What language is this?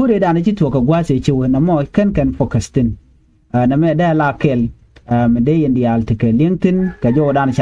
Nuer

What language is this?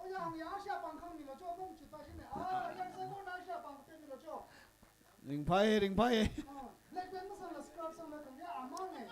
Tangkhul Naga (India)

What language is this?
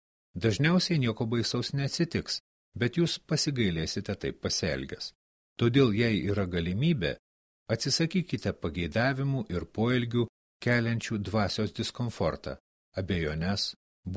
Lithuanian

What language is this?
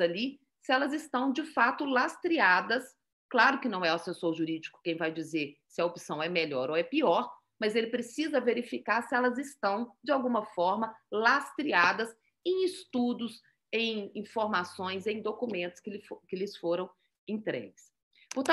Portuguese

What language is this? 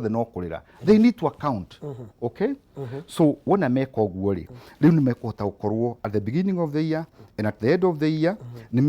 Kikuyu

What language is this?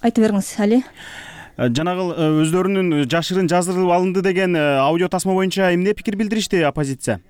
Kyrgyz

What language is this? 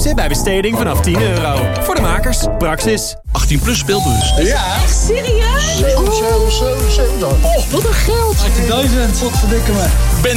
Dutch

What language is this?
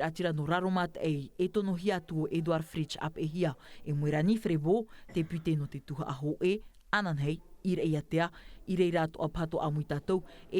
Tahitian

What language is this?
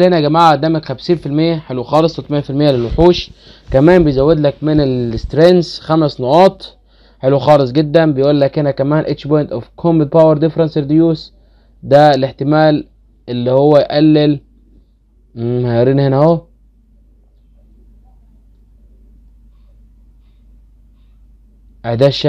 Egyptian Arabic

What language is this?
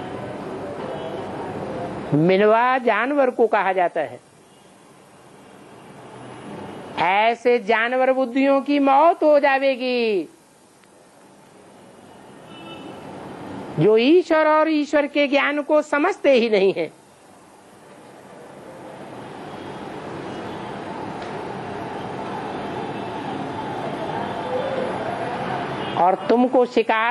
Hindi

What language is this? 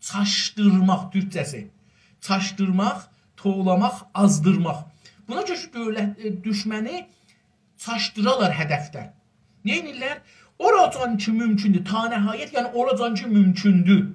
South Azerbaijani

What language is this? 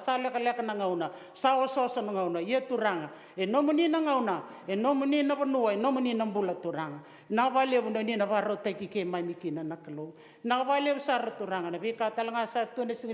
Fijian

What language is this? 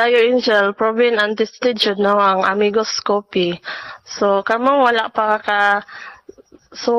Cebuano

